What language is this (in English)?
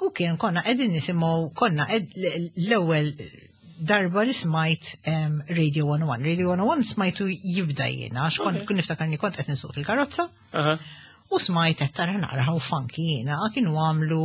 Maltese